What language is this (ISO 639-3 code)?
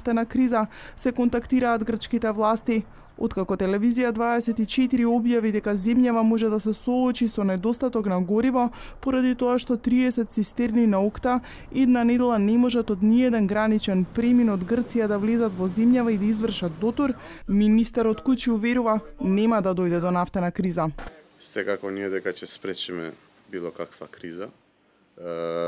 mkd